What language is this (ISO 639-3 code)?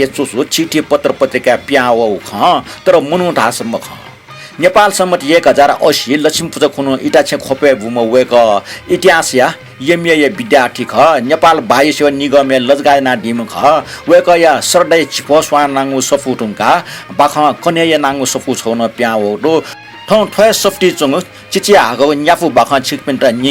new